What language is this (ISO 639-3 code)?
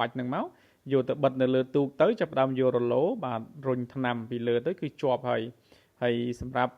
khm